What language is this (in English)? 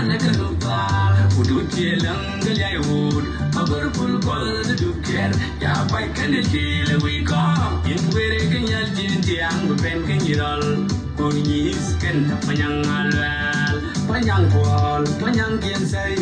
Nuer